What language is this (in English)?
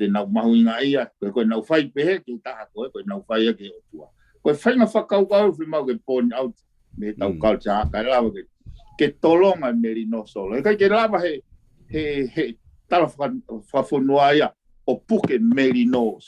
Tongan